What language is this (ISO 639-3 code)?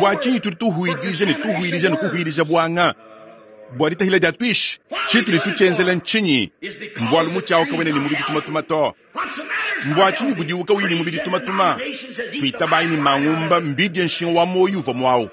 lua